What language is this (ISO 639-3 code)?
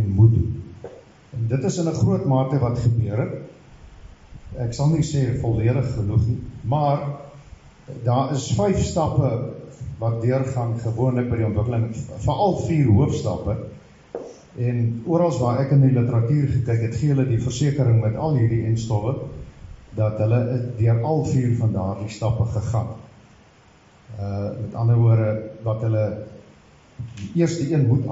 afr